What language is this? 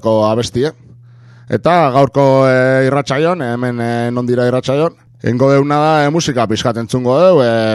Basque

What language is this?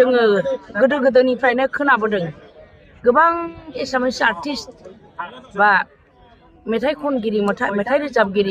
Bodo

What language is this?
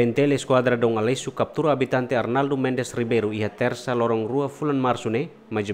Tetum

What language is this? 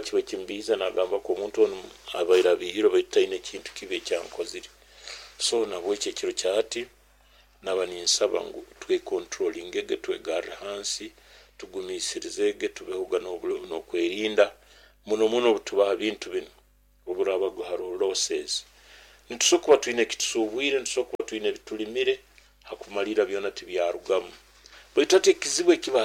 Nyoro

